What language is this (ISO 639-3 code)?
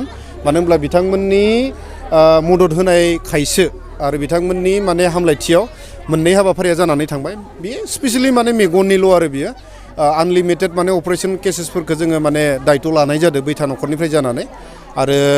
brx